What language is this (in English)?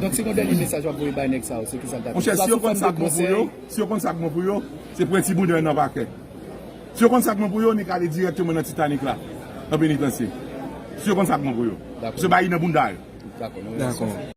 Haitian Creole